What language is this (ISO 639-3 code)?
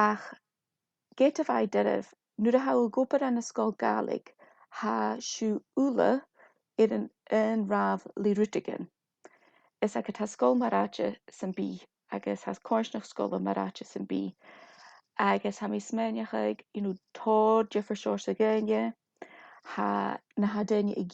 gla